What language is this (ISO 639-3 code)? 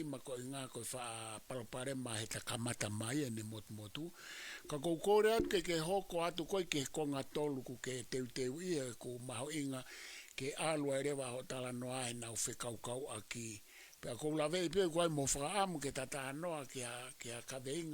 ton